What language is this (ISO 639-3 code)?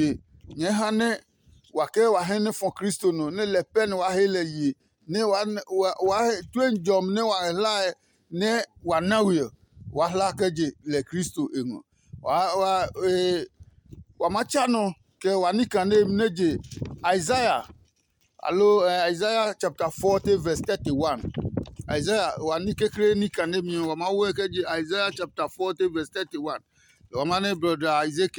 ada